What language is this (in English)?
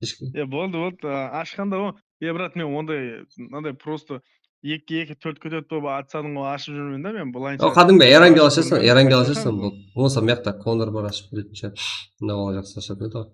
Kara-Kalpak